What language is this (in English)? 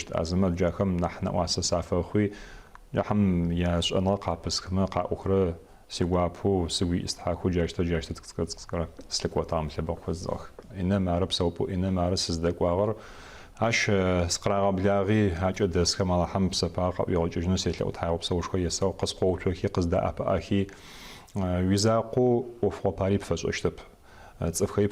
Adyghe